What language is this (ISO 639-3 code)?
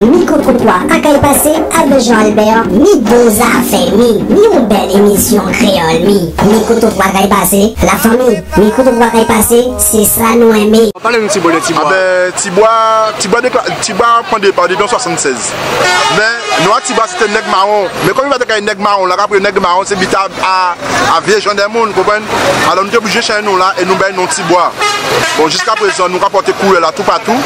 gcf